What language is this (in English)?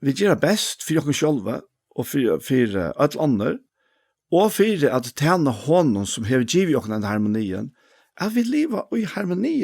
Faroese